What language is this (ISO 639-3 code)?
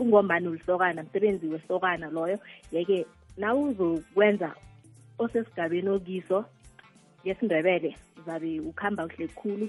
nbl